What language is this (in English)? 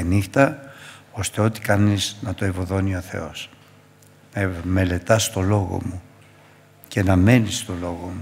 Greek